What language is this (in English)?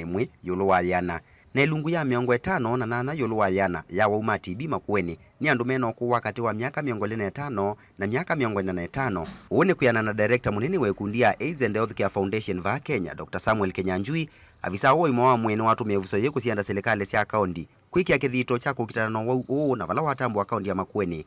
Kamba